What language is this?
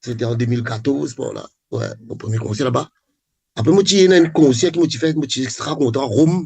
Morisyen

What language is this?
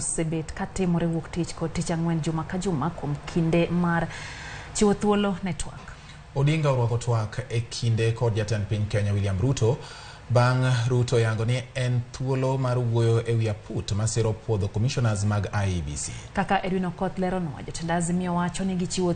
Luo (Kenya and Tanzania)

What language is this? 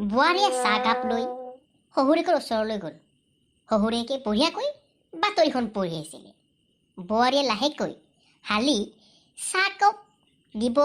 Assamese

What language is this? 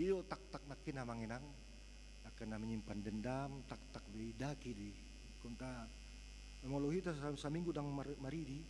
Batak Toba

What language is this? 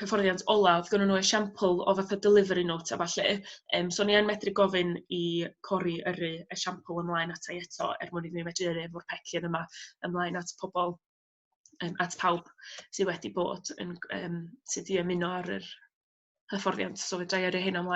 Welsh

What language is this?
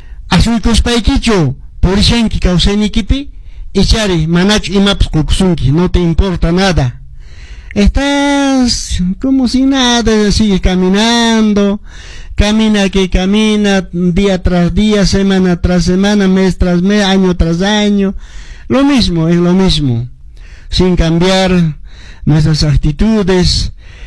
Quechua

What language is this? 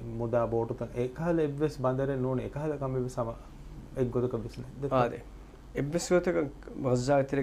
Divehi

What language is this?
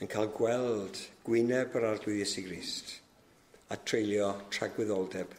Welsh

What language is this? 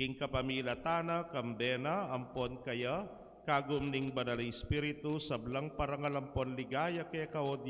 Pampanga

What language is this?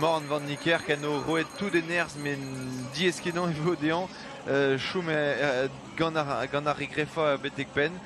Breton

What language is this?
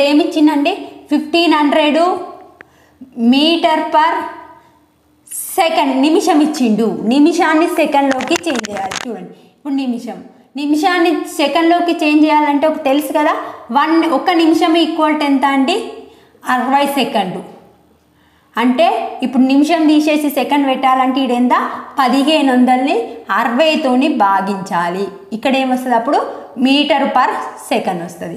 Telugu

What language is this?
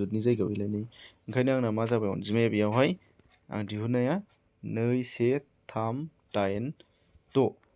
Bodo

